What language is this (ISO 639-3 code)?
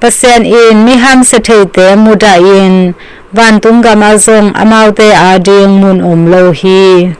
ctd